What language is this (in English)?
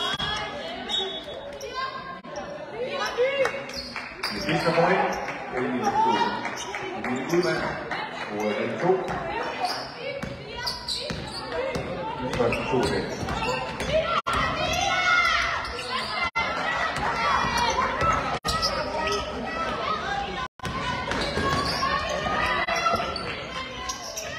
Danish